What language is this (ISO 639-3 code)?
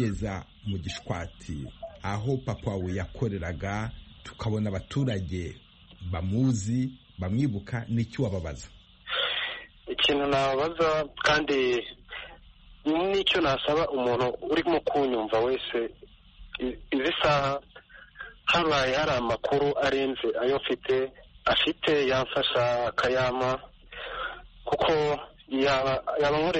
kin